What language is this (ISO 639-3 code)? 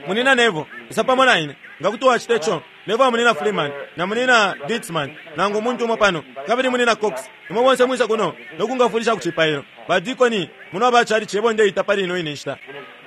bem